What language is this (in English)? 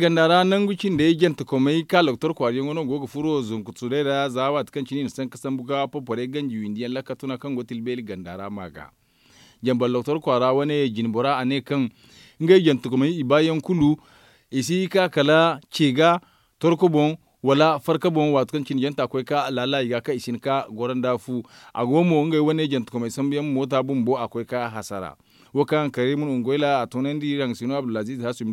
Zarma